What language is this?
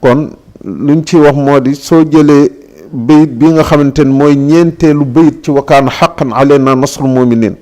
Wolof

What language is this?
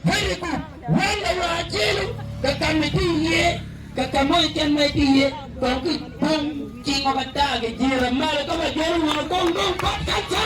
Acoli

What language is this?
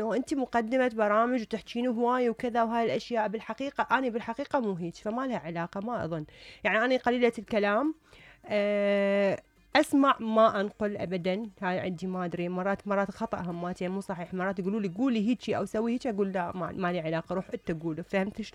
Mesopotamian Arabic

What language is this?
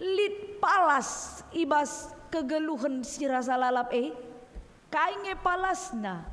Batak Karo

